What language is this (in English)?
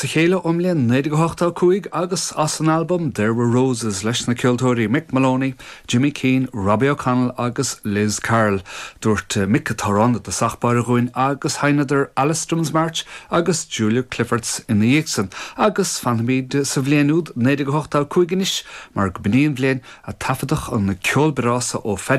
Irish